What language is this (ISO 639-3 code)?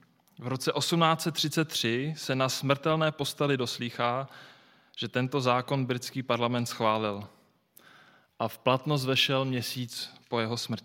ces